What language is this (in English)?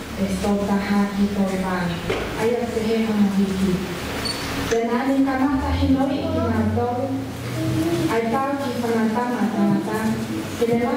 Tongan